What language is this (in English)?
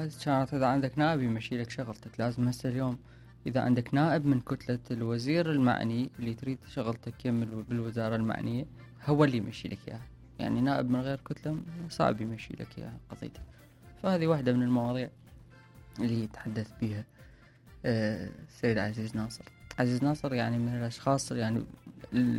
Mesopotamian Arabic